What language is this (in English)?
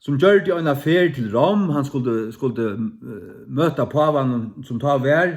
Faroese